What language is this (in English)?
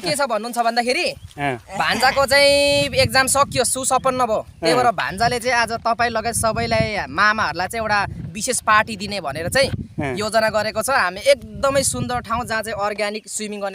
Nepali